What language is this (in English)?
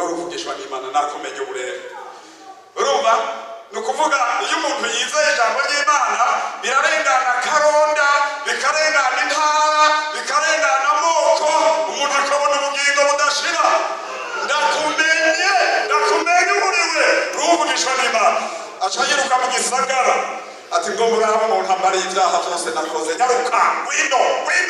Rundi